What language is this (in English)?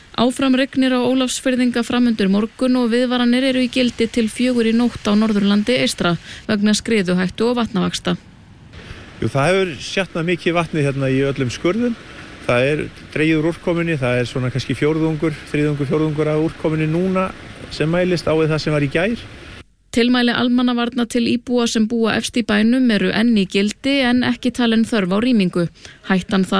Icelandic